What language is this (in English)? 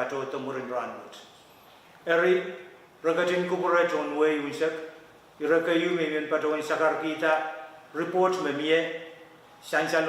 Pohnpeian